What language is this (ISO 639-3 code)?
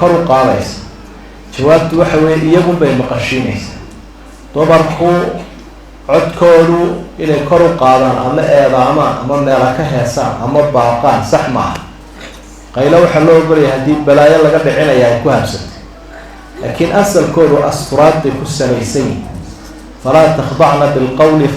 som